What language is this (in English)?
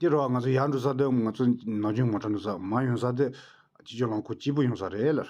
Tibetan